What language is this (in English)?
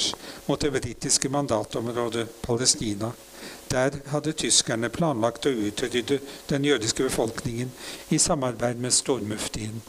Norwegian